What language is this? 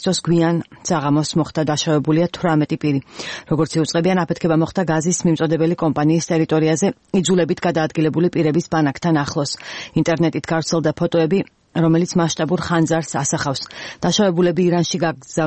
Georgian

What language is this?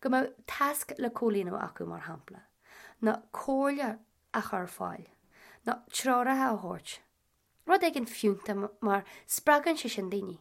Irish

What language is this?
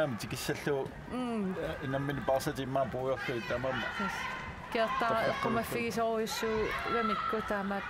Kalaallisut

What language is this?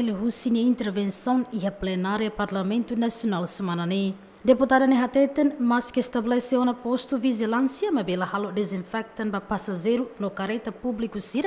Tetum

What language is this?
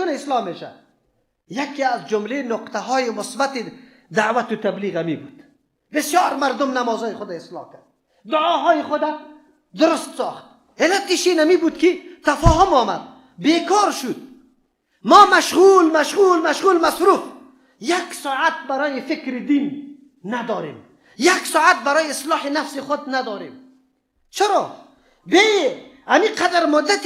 Persian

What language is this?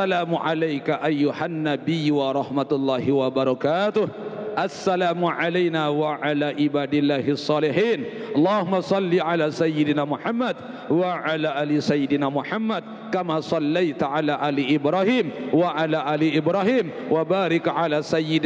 Sasak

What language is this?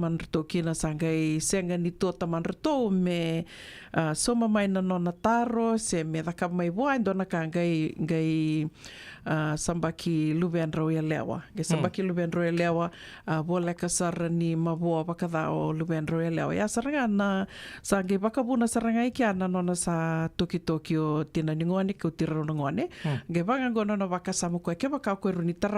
Fijian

